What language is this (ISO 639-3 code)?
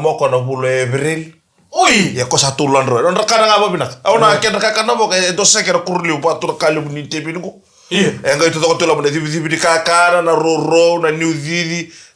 fij